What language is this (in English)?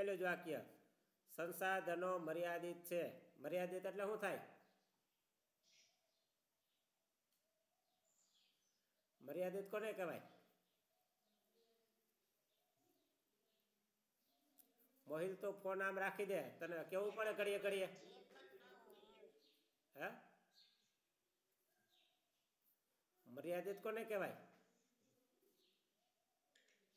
Gujarati